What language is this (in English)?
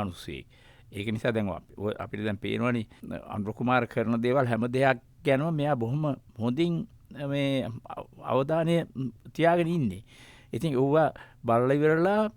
Sinhala